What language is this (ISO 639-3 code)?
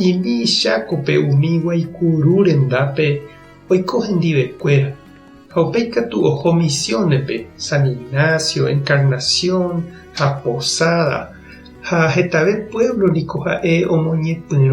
grn